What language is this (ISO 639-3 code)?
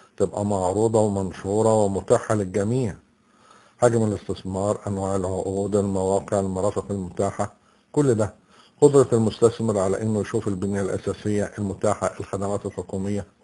arz